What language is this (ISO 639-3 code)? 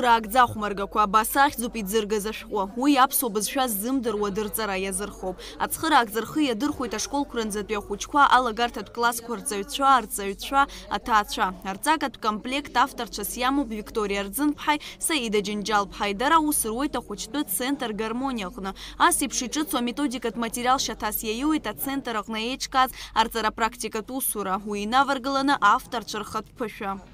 abk